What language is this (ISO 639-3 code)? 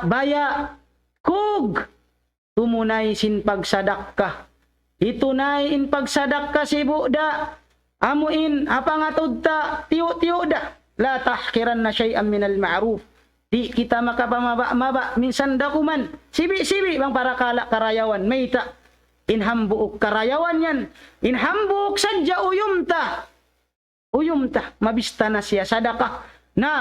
tsg